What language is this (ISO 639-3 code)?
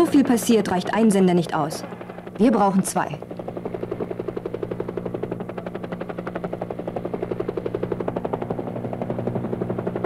deu